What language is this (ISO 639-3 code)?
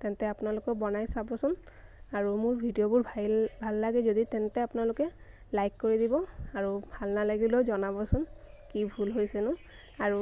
asm